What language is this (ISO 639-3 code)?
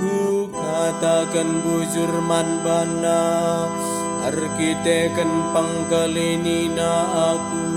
btx